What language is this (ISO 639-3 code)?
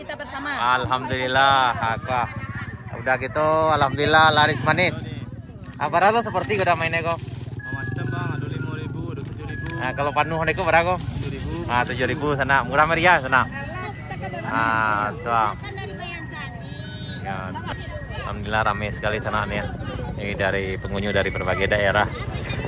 min